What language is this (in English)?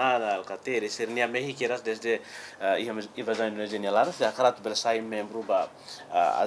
Tetum